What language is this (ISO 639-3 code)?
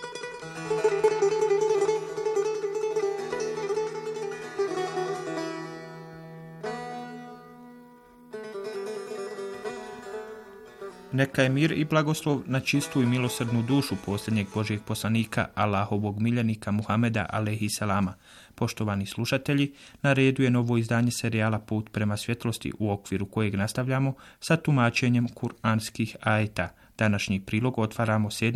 bos